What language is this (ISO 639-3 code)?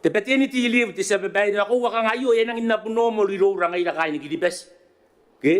gil